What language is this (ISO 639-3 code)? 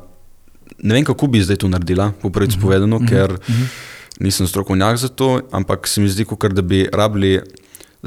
slv